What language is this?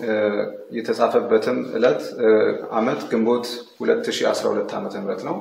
Amharic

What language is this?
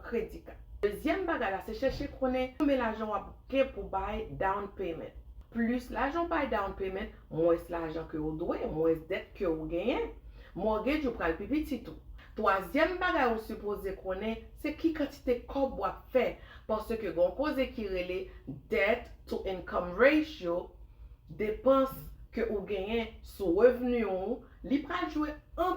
Haitian Creole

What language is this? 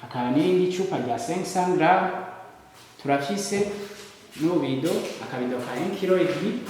Rundi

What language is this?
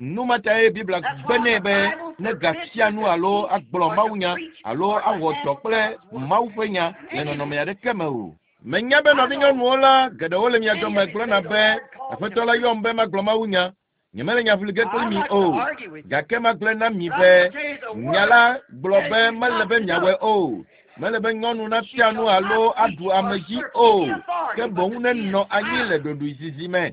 Ewe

